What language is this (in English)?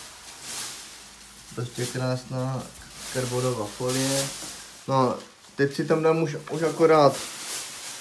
Czech